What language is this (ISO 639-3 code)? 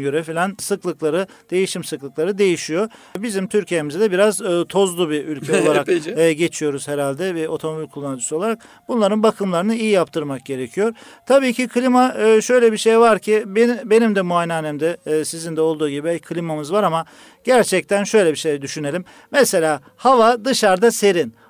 tur